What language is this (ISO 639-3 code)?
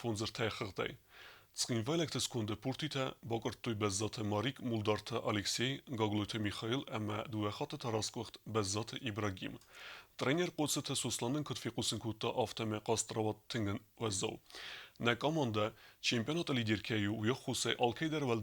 oss